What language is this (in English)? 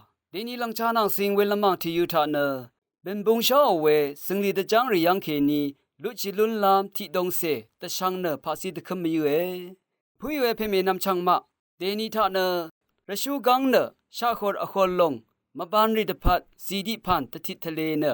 Rawang